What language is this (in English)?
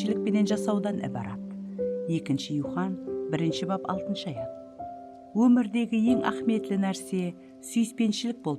Kara-Kalpak